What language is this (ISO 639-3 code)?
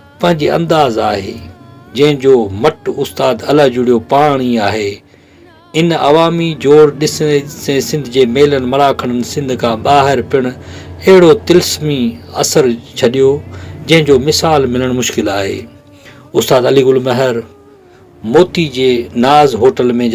snd